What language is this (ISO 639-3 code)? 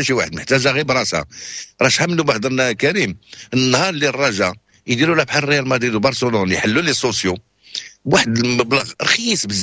ary